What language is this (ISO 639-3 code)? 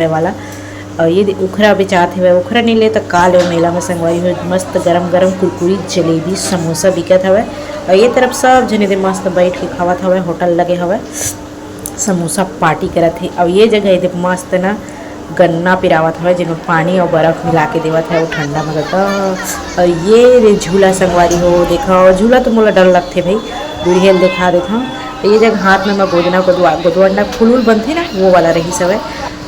hne